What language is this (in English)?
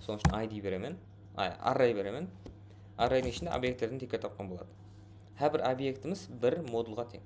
Kara-Kalpak